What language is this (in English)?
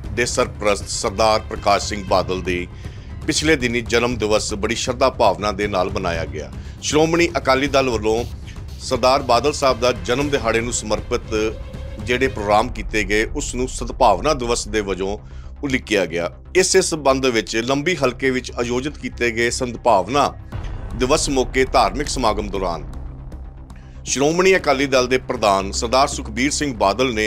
Punjabi